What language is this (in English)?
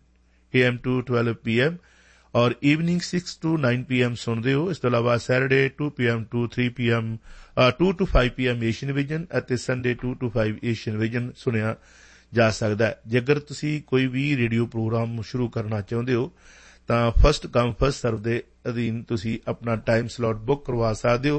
Punjabi